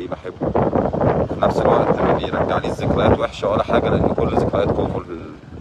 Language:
Egyptian Arabic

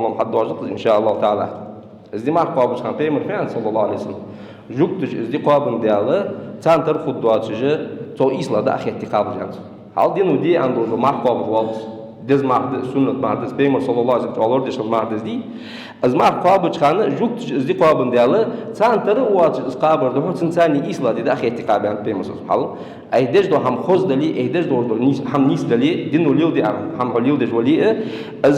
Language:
Ingush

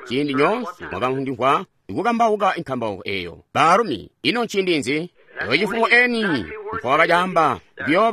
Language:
Tonga (Zambia)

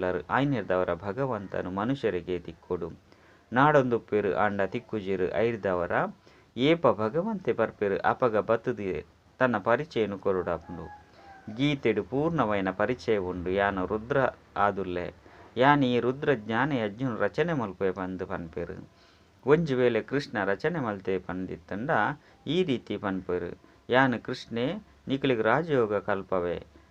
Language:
Tulu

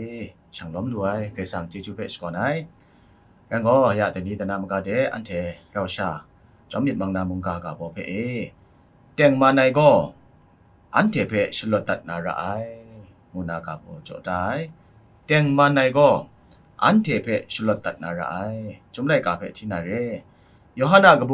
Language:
Kachin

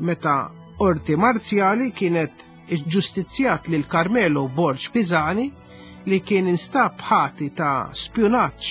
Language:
Maltese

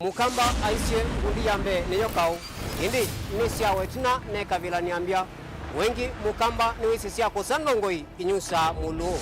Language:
Kamba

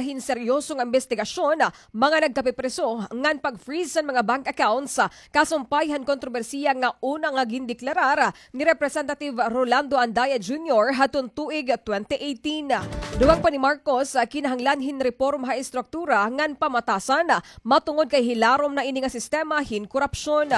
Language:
Waray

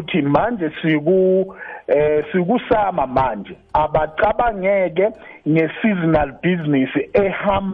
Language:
South Ndebele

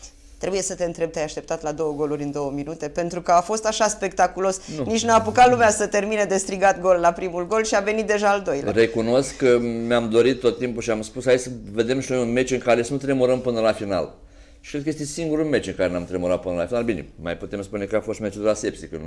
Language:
Romanian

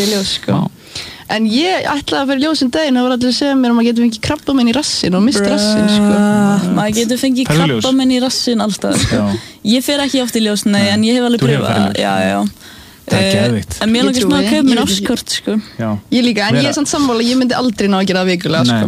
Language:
Icelandic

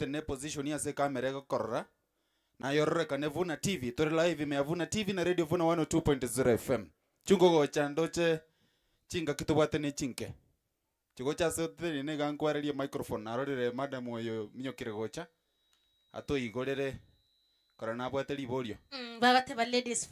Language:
Gusii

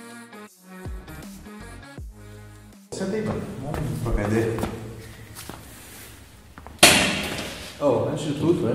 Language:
Portuguese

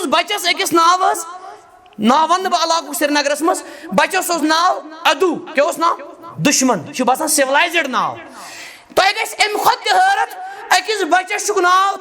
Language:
Kashmiri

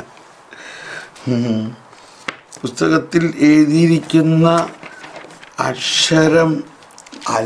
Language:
Malayalam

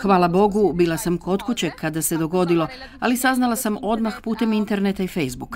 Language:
Croatian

